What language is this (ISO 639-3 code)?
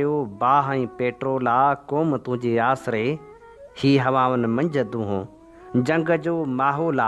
snd